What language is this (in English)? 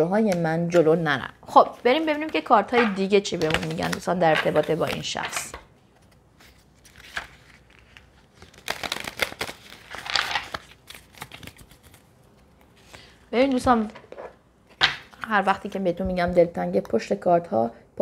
Persian